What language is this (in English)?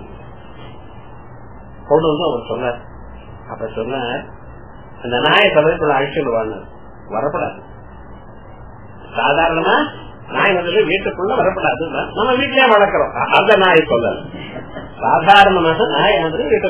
Tamil